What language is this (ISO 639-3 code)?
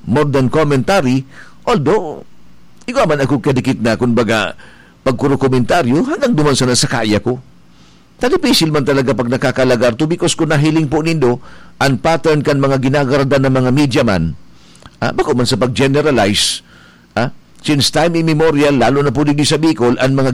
bik